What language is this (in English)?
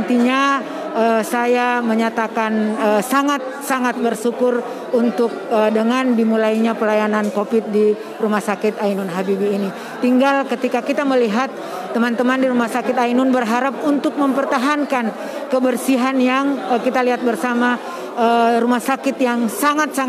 Indonesian